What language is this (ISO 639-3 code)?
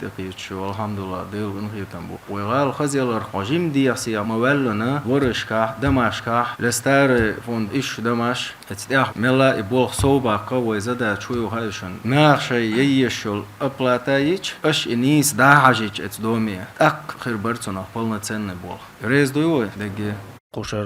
che